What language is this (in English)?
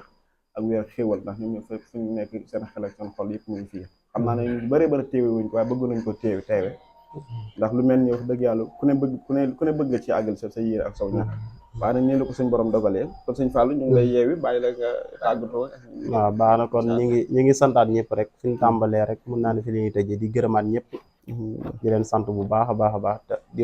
Wolof